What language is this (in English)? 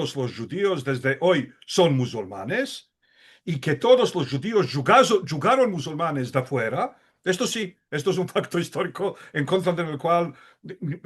Ladino